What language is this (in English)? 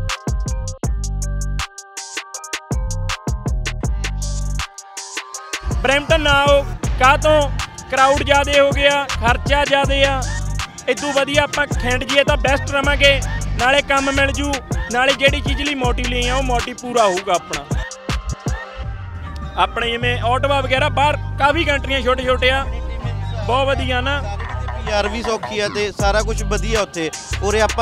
Punjabi